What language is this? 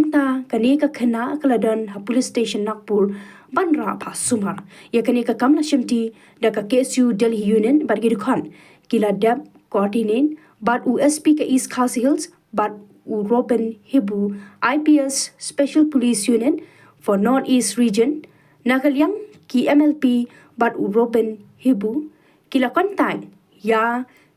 Khasi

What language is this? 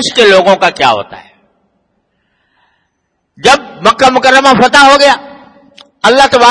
Urdu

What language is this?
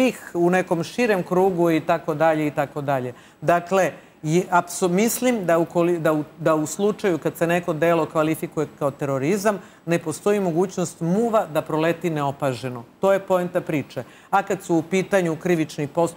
Serbian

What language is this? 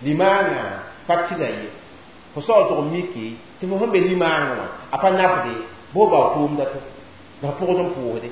Mossi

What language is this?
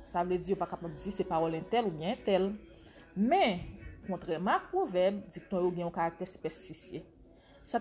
Haitian Creole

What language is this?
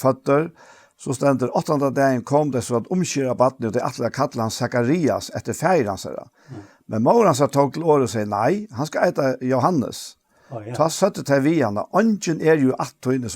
Faroese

